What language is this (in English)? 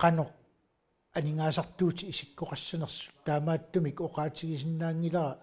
Kalaallisut